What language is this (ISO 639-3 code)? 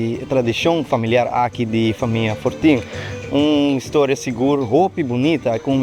pap